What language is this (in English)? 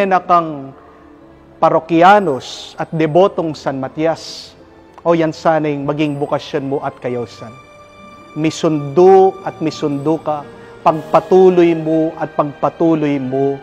Pampanga